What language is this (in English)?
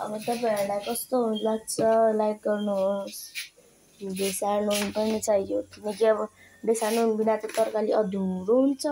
Nepali